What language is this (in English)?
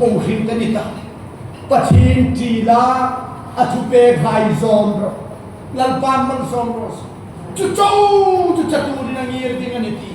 Hmar